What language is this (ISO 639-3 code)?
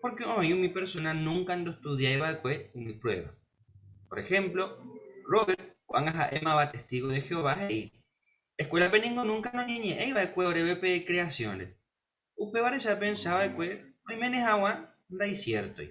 grn